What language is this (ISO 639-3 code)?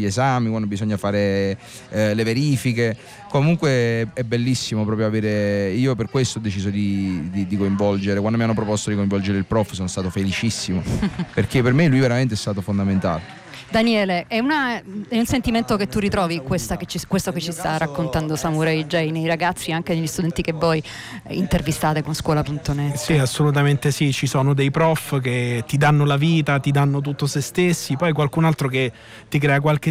ita